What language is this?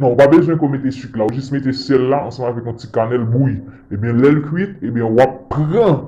Haitian Creole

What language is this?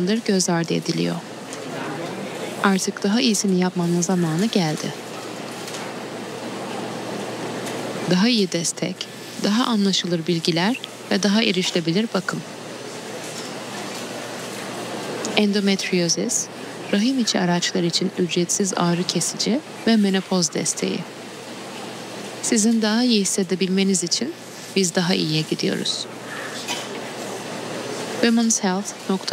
Turkish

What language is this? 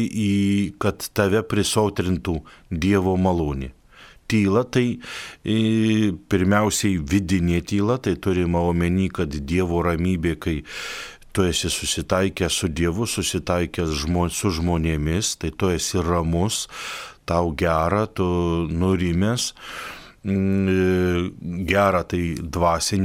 Lithuanian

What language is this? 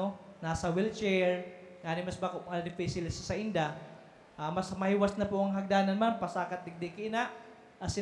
Bikol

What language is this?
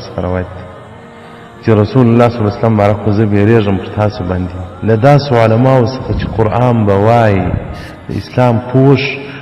Pashto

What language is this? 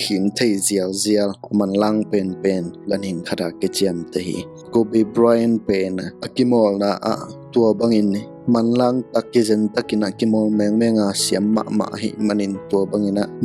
Tedim Chin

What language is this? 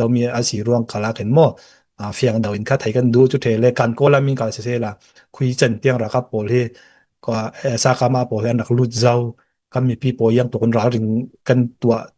Falam Chin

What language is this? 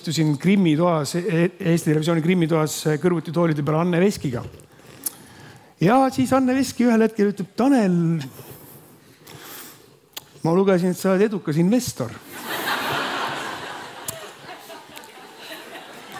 Estonian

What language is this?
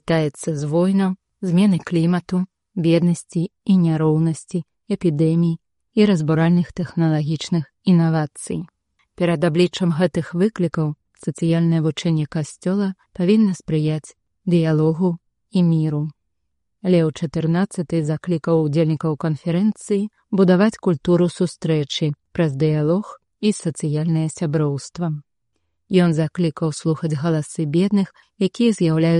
Belarusian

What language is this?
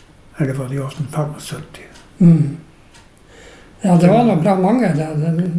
Norwegian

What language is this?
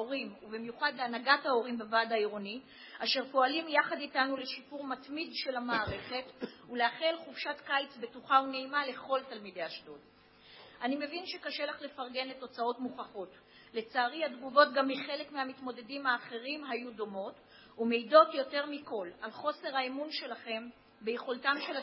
Hebrew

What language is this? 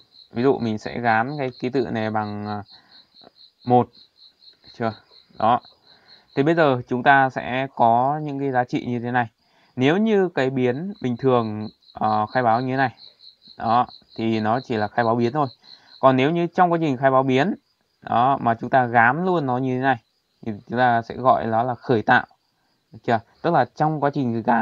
Vietnamese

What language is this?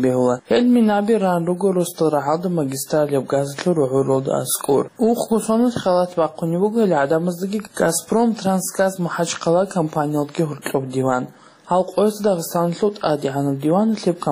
Avaric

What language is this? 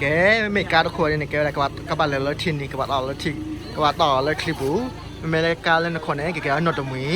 S'gaw Karen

